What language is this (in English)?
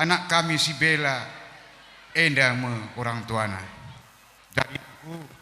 Batak Karo